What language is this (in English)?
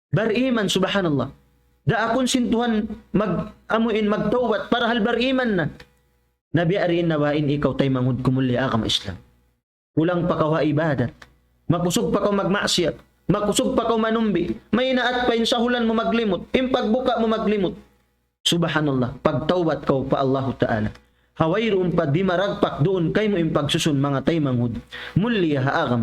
Tausug